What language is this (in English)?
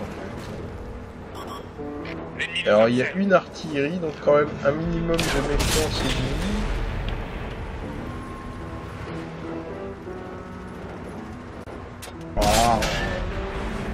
French